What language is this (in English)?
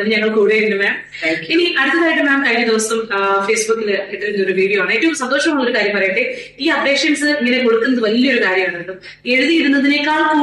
Malayalam